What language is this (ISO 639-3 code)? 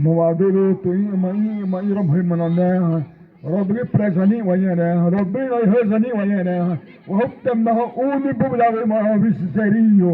xav